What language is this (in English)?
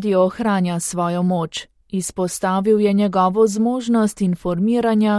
Slovenian